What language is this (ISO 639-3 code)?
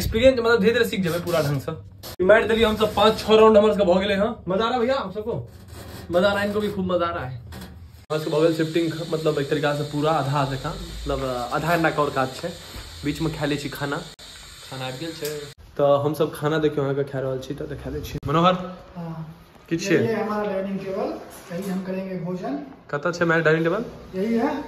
mai